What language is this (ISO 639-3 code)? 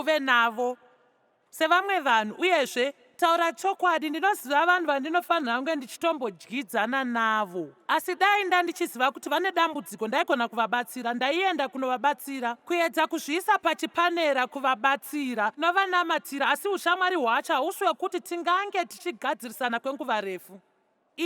sna